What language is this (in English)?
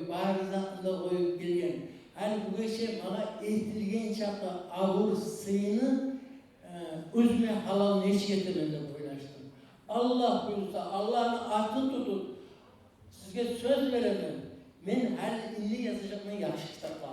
Kumyk